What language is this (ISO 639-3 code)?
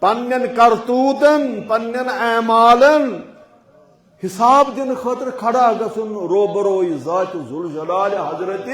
kas